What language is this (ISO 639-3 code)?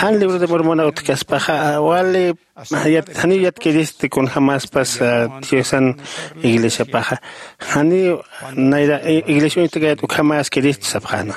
aym